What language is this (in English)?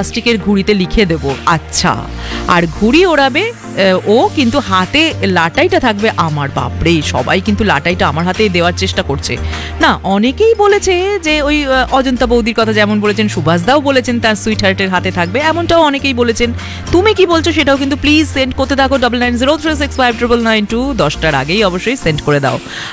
Bangla